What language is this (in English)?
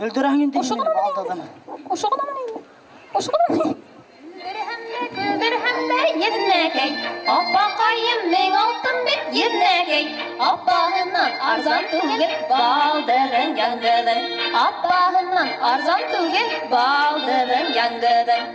Bashkir